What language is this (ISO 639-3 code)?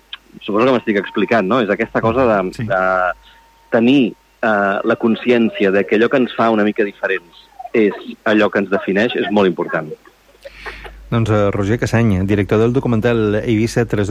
cat